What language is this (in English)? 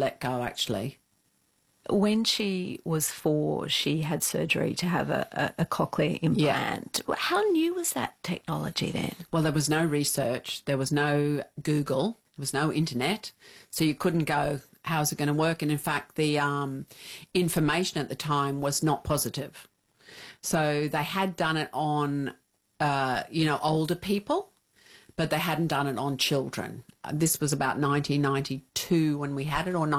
English